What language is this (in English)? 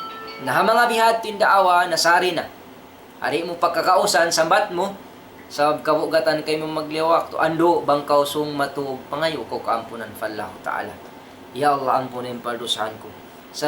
Tausug